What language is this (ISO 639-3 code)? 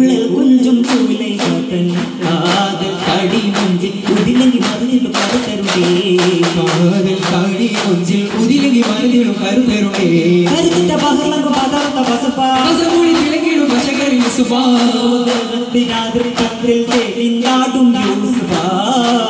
mal